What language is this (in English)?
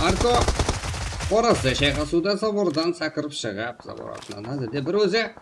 Kara-Kalpak